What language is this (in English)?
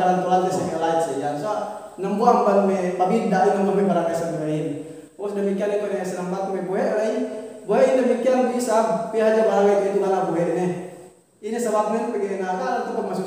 Yakan